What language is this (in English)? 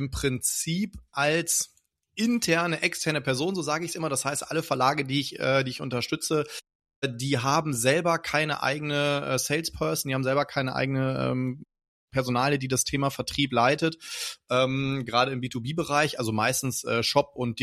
German